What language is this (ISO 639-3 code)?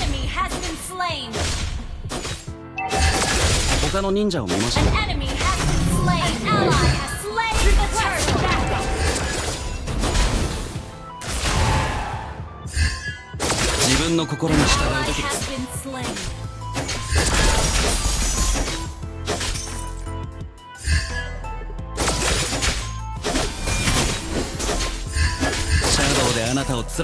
jpn